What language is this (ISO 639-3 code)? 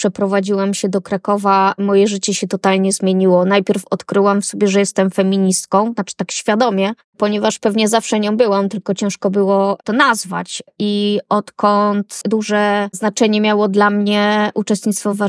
pol